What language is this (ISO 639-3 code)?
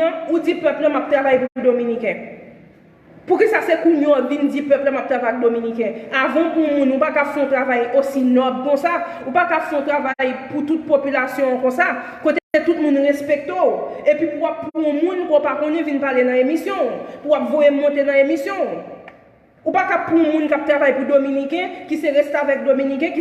hat